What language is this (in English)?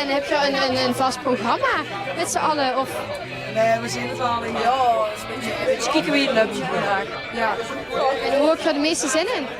Limburgish